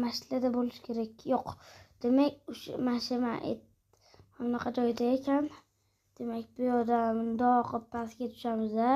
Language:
Uzbek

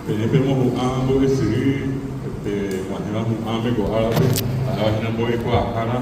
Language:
Guarani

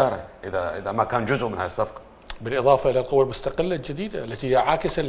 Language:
Mesopotamian Arabic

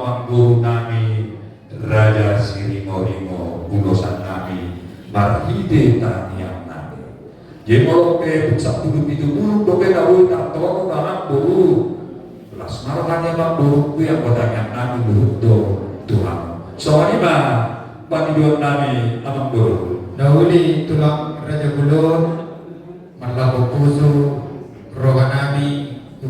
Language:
Batak Toba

